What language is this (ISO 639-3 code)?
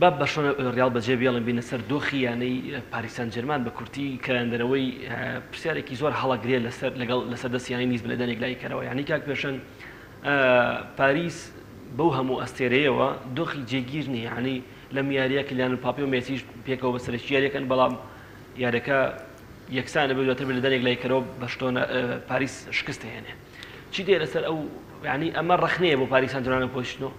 ckb